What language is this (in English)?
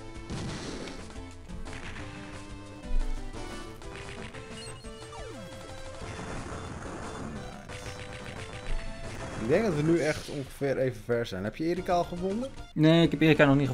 Dutch